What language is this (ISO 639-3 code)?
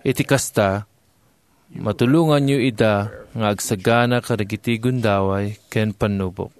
ilo